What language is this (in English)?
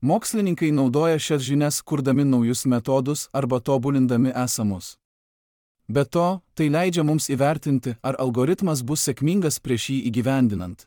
Lithuanian